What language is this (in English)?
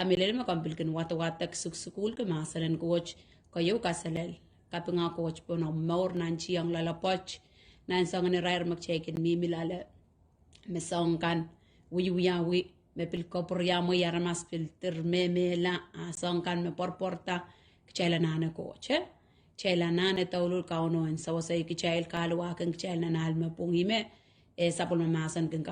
Pohnpeian